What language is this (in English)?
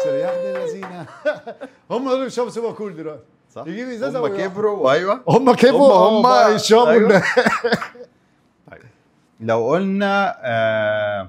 Egyptian Arabic